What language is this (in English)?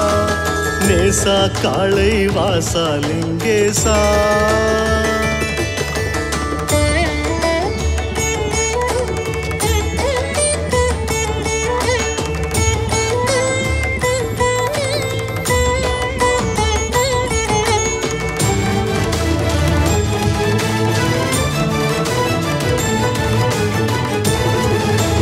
Tamil